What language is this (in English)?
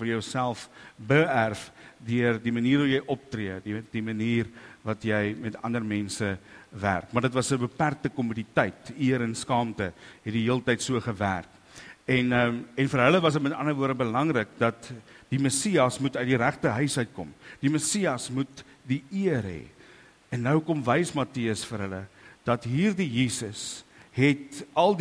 Afrikaans